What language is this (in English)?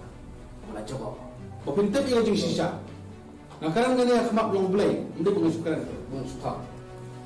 Khasi